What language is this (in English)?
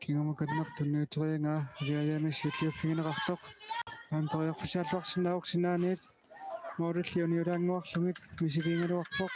Kalaallisut